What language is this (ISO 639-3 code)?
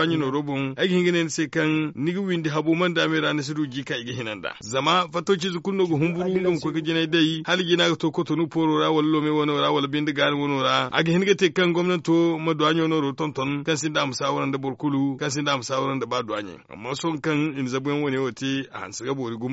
dje